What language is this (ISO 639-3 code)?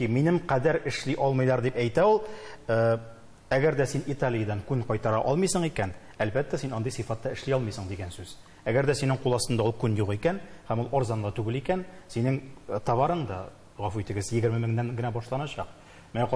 tat